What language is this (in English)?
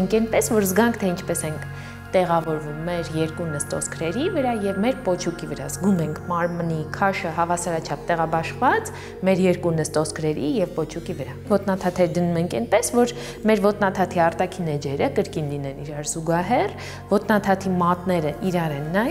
Armenian